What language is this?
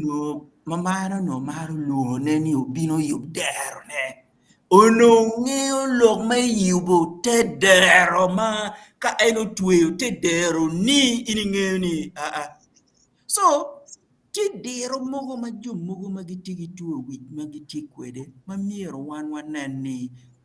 Acoli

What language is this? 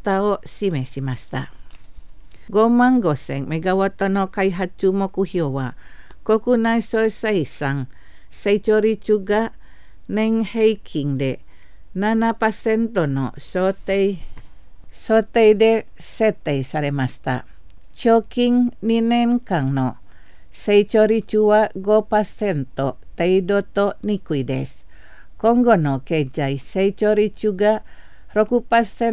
Japanese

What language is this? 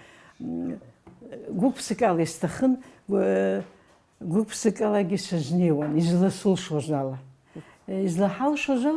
Abkhazian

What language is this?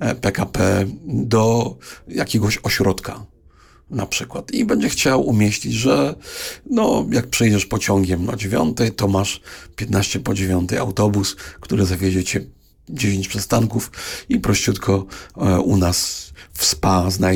Polish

